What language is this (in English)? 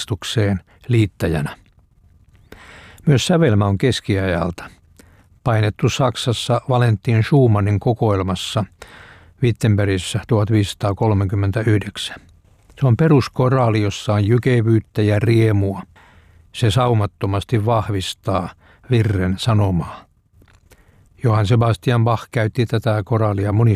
Finnish